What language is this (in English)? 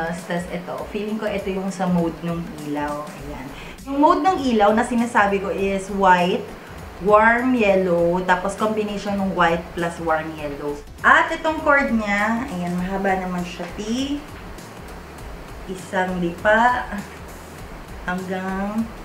Filipino